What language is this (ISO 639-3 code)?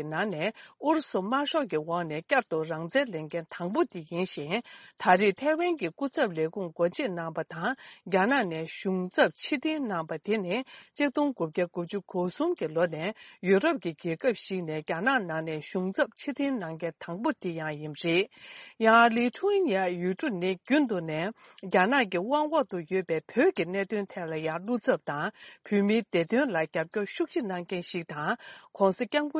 bod